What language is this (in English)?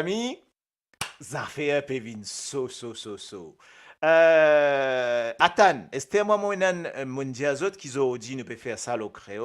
Morisyen